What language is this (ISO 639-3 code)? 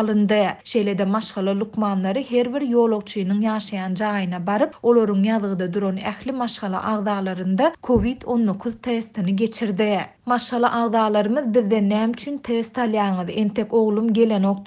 tuk